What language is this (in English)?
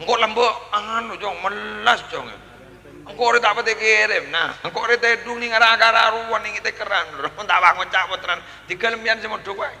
Madurese